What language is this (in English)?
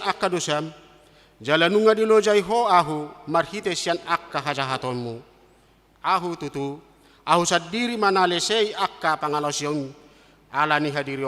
Batak Toba